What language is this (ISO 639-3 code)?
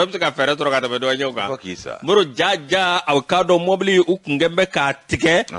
bam